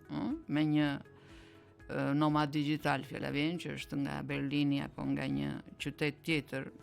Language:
Albanian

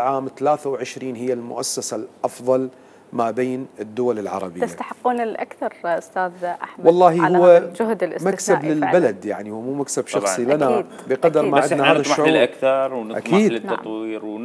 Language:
Mesopotamian Arabic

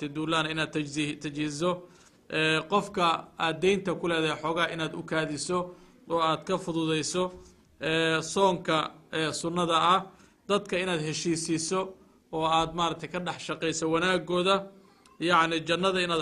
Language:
Somali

